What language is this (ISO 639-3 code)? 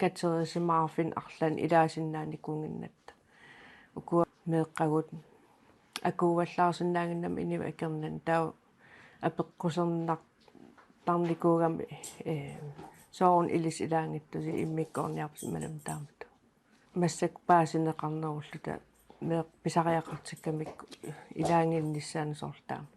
kal